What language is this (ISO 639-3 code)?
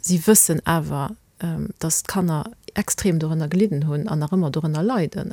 ltz